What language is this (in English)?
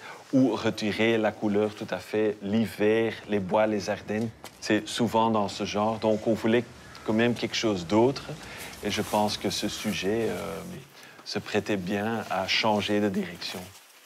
French